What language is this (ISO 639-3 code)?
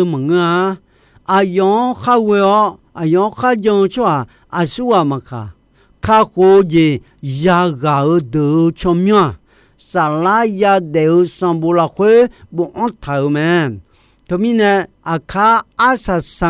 ahk